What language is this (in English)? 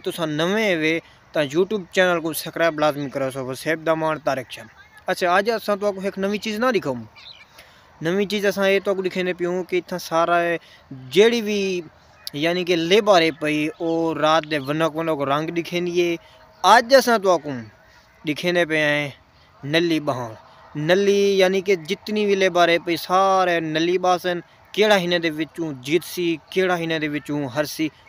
Saraiki